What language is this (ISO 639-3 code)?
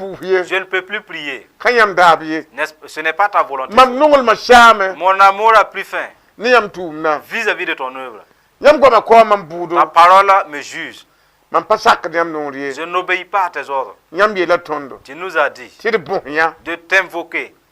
mos